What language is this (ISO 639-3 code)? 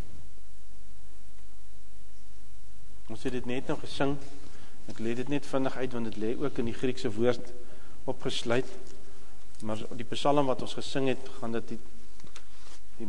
afr